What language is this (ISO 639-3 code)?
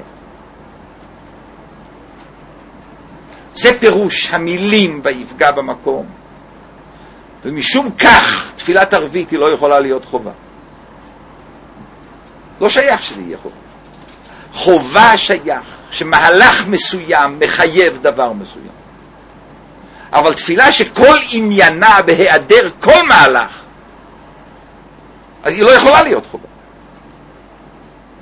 heb